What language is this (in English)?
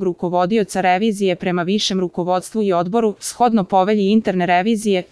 Serbian